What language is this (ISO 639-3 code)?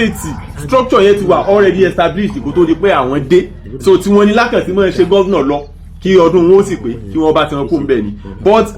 yor